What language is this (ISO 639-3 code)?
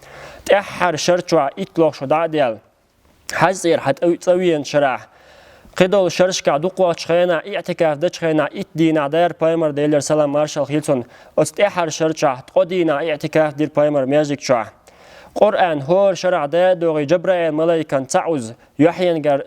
che